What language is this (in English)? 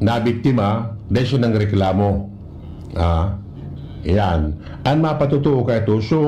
Bikol